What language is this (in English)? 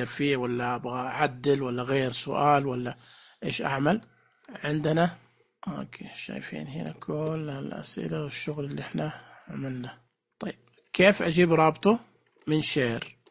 Najdi Arabic